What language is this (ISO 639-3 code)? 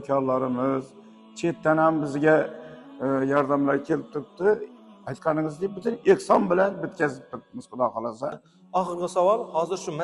uzb